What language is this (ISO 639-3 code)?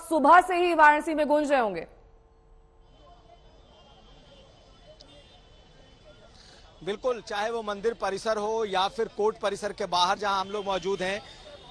hin